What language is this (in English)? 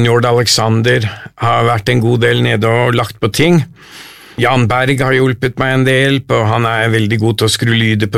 Norwegian